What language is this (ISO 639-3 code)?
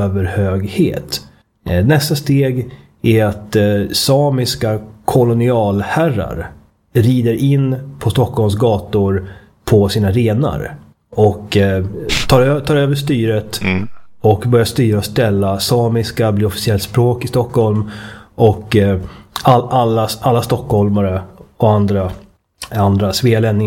swe